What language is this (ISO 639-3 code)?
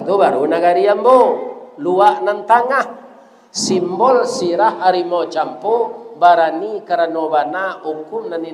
min